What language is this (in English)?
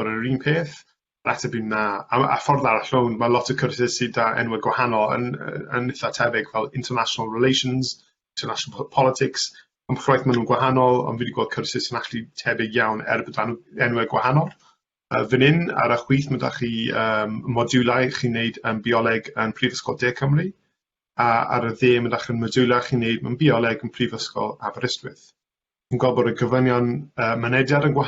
Welsh